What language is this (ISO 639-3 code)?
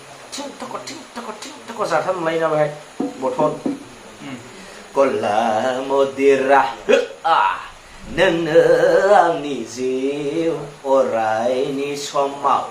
brx